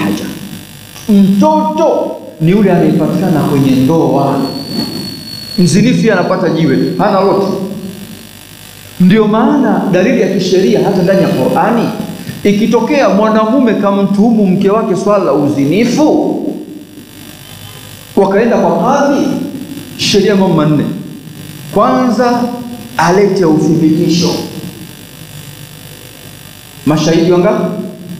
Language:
Swahili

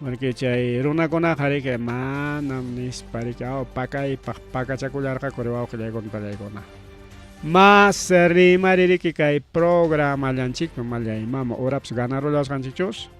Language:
Ayacucho Quechua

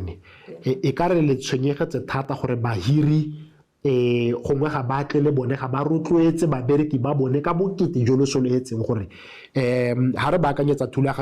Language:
Tswana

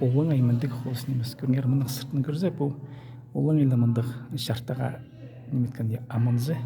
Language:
Khakas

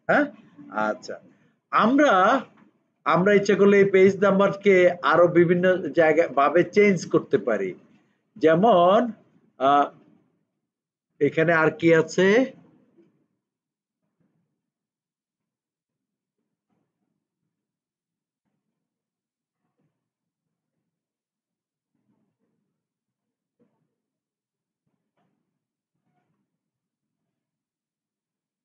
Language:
Bangla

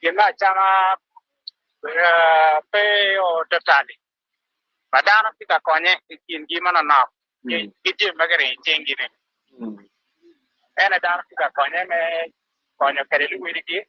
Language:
Acoli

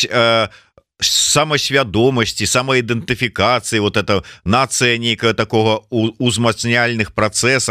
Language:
Belarusian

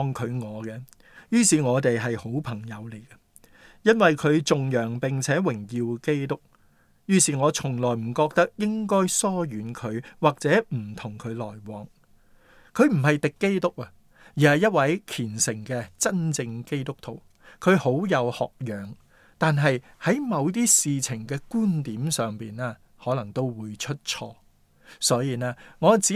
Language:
Cantonese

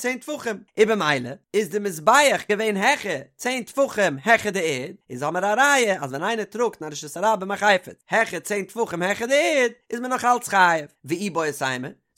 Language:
Yiddish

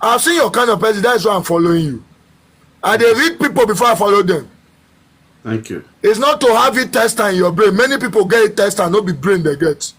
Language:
Nigerian Pidgin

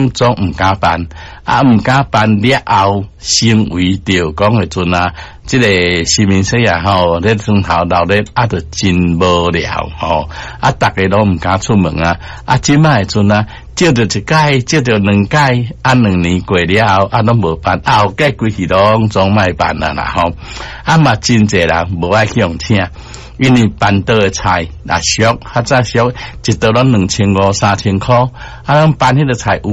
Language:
Min Nan Chinese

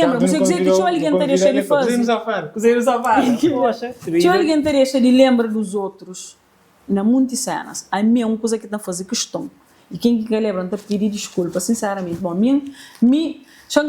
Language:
Kabuverdianu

